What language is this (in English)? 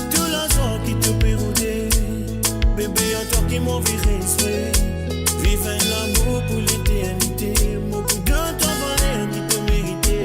Morisyen